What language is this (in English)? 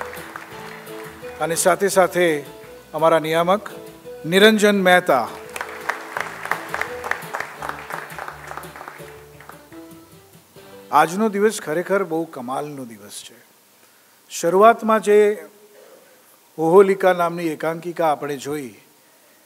Gujarati